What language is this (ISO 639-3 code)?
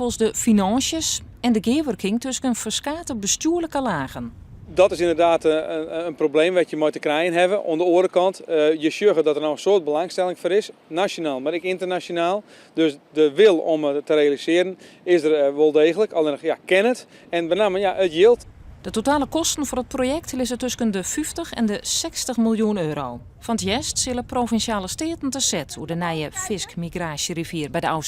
fry